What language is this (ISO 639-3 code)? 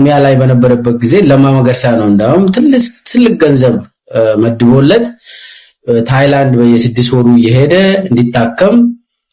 amh